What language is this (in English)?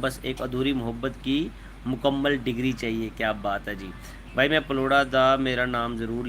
Dogri